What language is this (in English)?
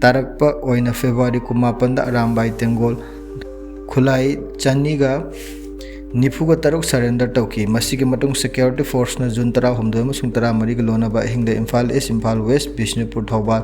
Manipuri